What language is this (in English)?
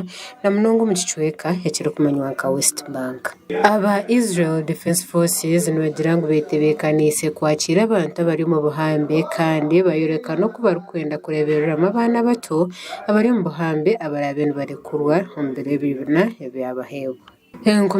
Nyankole